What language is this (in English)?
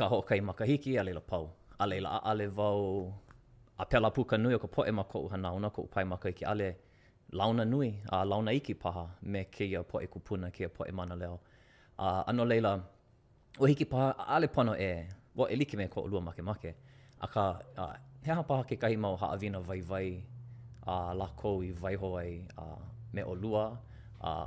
Hawaiian